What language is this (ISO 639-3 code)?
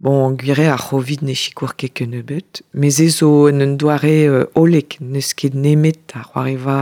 bre